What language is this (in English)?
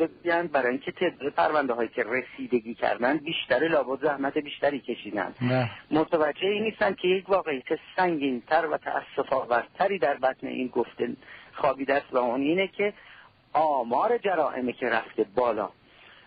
Persian